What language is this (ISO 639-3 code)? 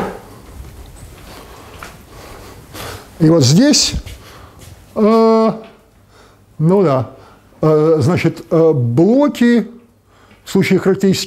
rus